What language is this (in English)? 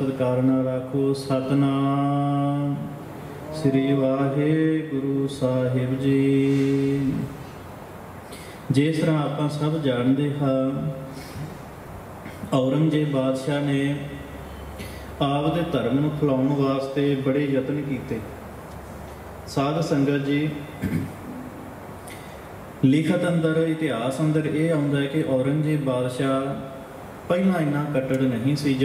Punjabi